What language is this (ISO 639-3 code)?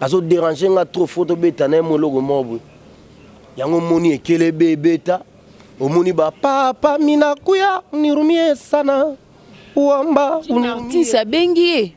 lin